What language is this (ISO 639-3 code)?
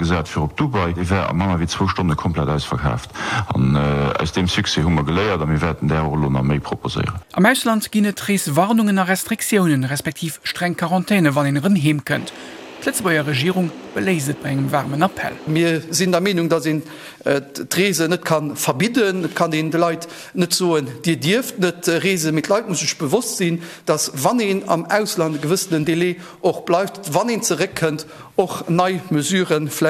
ltz